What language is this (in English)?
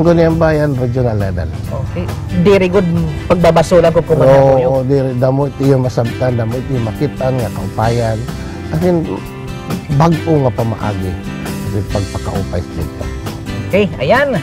Waray